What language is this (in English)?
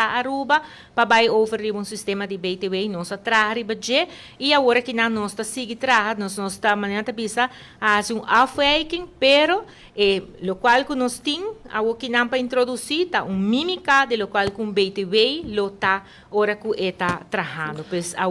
Papiamento